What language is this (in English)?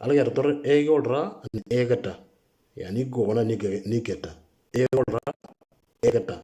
Moro